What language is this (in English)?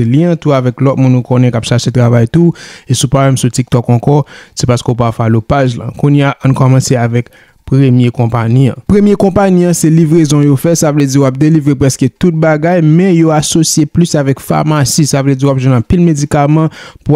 Haitian Creole